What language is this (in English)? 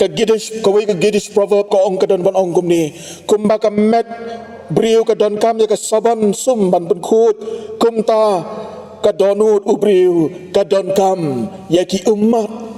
Khasi